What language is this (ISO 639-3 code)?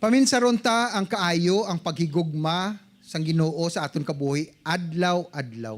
hil